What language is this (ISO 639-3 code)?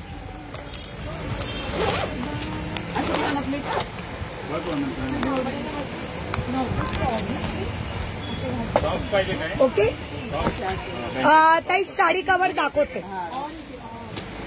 mar